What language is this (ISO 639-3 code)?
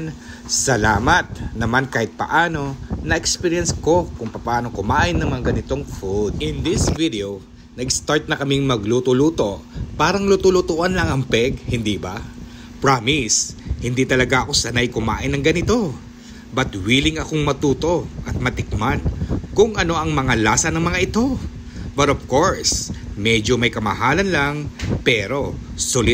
fil